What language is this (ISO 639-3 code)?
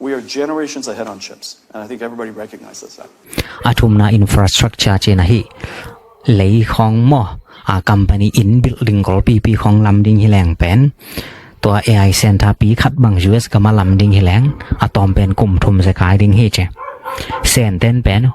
ctd